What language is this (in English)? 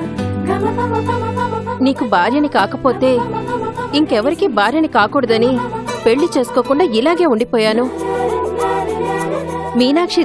Telugu